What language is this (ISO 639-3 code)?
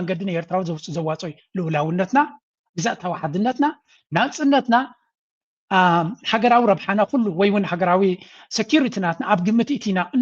tir